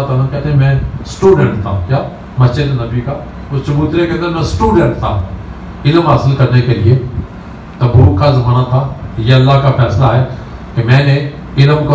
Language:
Urdu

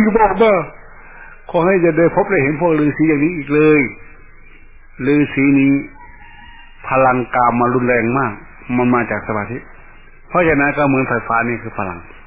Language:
Thai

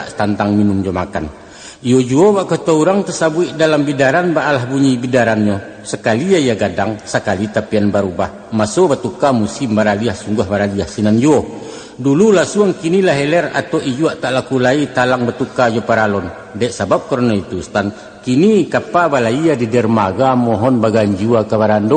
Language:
Minangkabau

